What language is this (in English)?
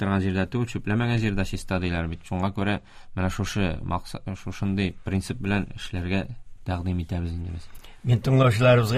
Tatar